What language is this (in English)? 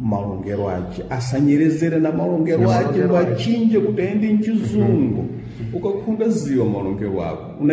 Sena